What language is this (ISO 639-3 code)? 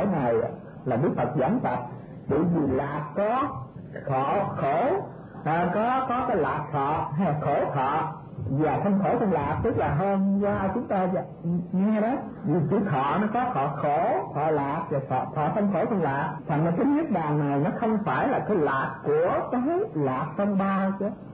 vie